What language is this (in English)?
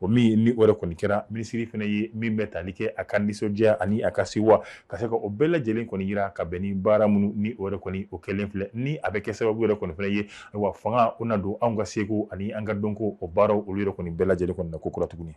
Bambara